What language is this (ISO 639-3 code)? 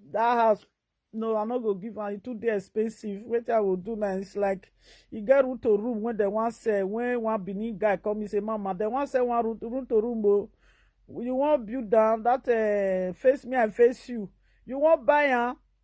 pcm